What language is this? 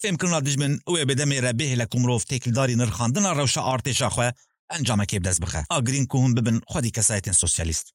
Kurdish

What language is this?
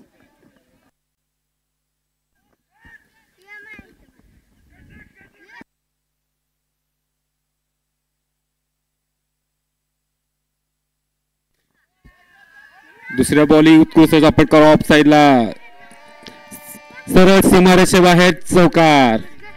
Marathi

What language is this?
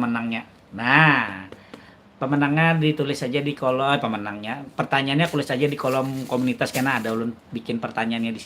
Banjar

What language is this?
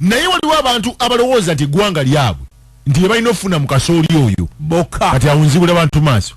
Ganda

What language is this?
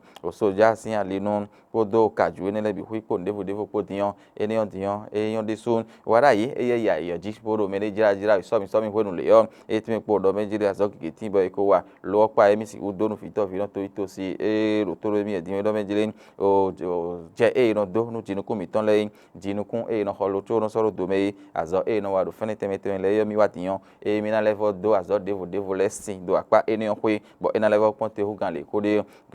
Fon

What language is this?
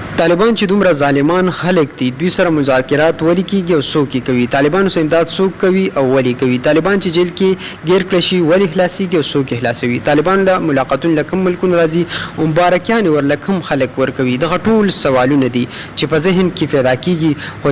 Pashto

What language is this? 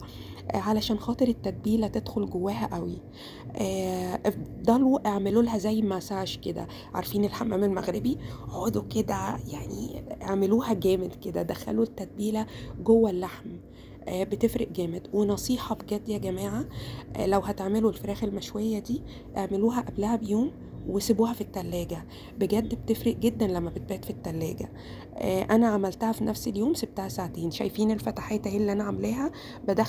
Egyptian Arabic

